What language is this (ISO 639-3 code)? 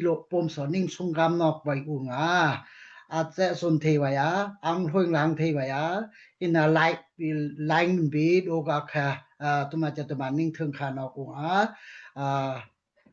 dao